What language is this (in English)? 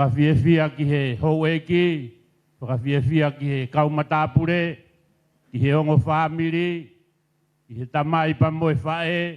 Tongan